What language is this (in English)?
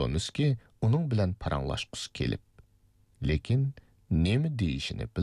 Uyghur